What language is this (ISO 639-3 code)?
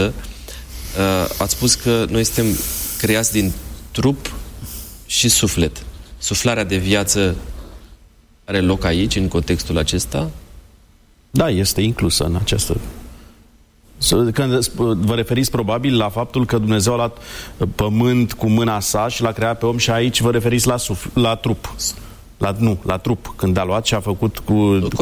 ron